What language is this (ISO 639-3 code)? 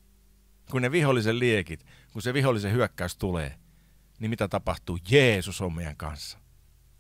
fin